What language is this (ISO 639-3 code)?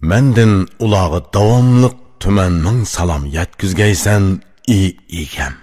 uig